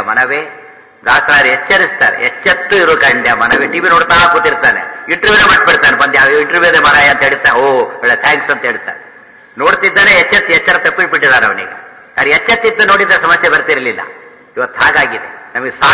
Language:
Kannada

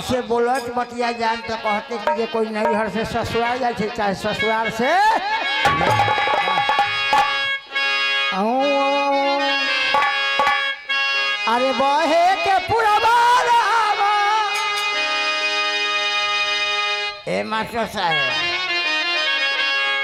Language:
Bhojpuri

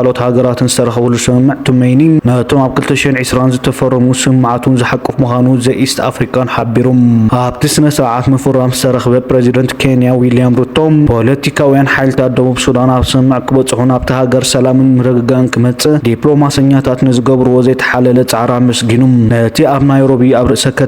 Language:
Tigrinya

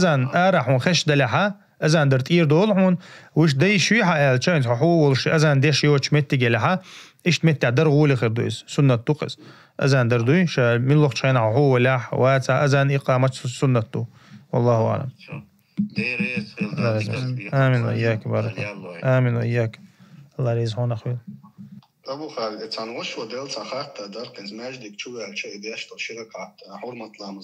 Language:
Chechen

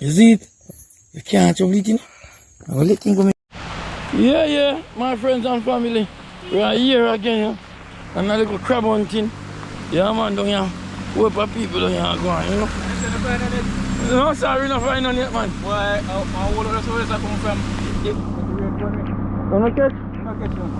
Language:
Jamaican Creole English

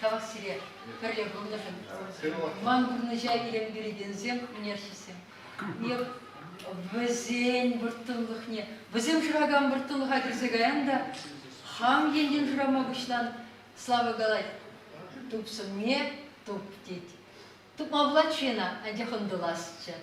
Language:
Chuvash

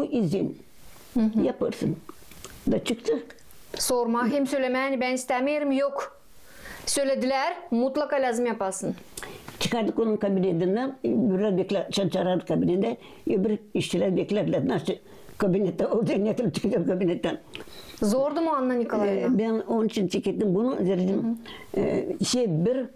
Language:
Gagauz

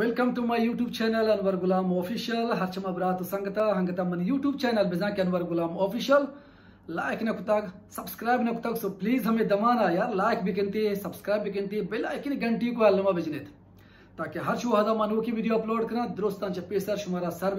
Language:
Baluchi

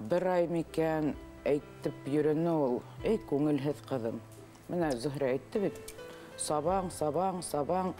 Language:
Bashkir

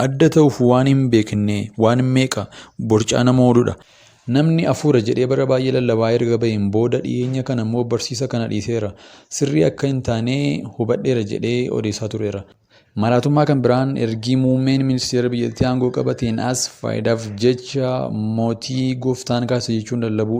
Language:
Oromo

